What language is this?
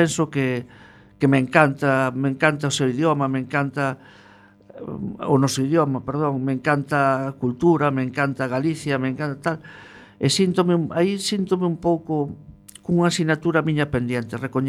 Galician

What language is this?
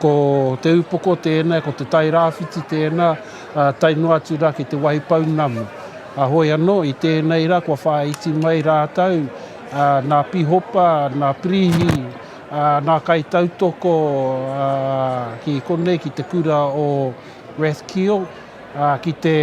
Māori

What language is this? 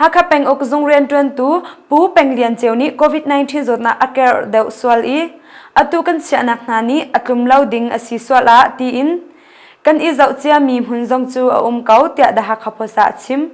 Hakha Chin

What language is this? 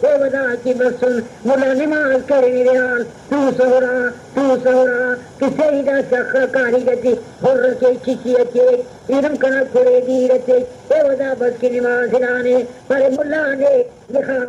Brahui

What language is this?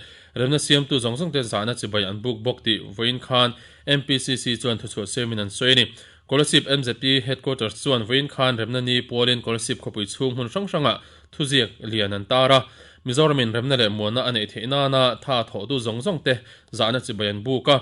Mizo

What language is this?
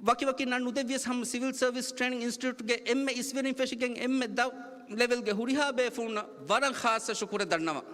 Divehi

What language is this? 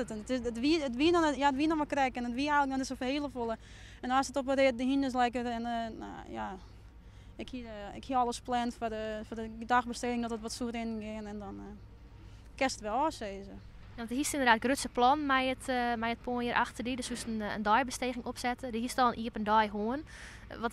Western Frisian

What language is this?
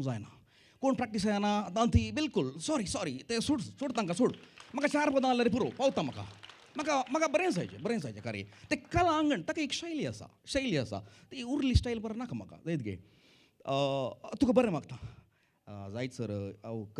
Konkani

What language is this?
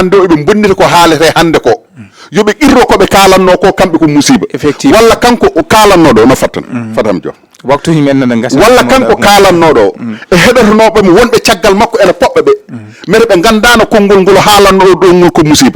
Fula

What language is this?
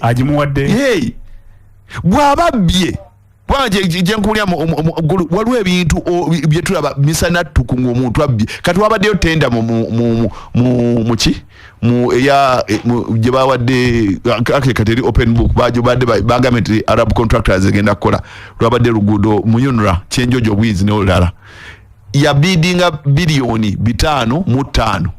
Ganda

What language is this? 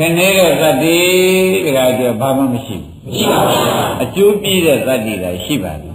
Burmese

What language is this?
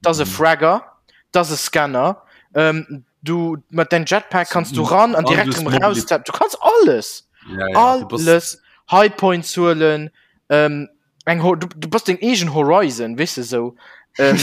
Luxembourgish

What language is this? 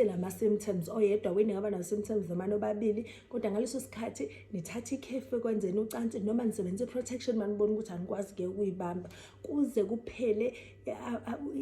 Zulu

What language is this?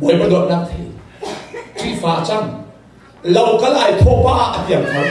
Hakha Chin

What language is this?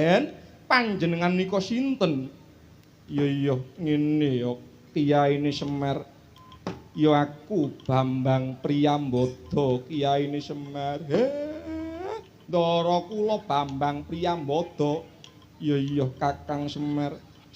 Javanese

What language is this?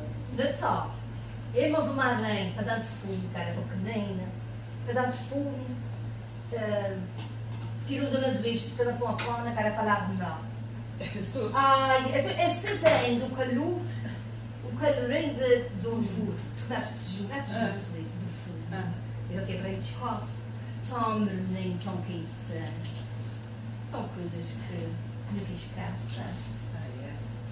Portuguese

